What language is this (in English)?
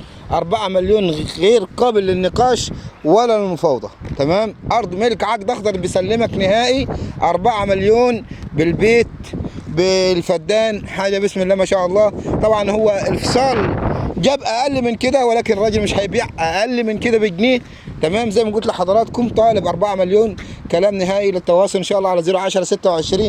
Egyptian Arabic